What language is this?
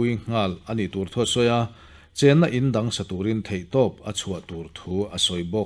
Mizo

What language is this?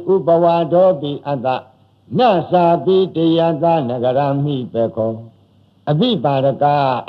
Burmese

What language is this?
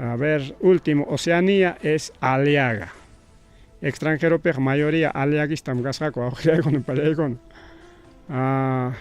Ayacucho Quechua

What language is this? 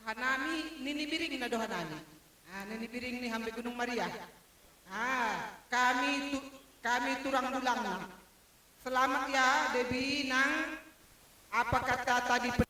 Batak Simalungun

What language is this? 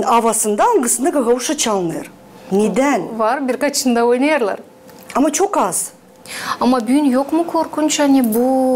Gagauz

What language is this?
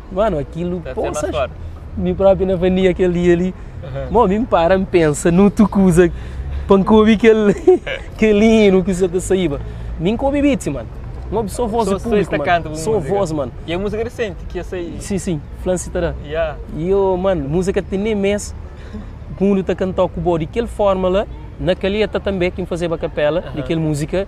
Kabuverdianu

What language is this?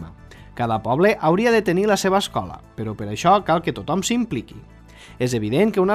Catalan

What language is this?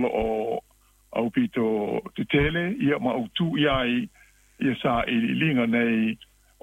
Samoan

